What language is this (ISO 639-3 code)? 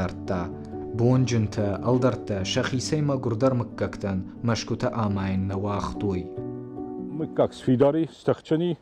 oss